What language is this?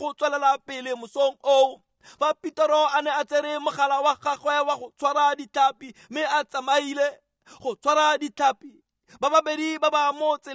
Tswana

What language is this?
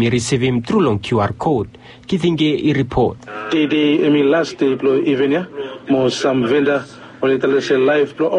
Bislama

